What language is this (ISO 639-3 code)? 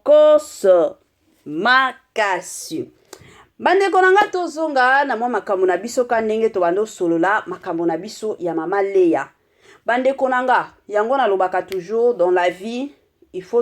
lin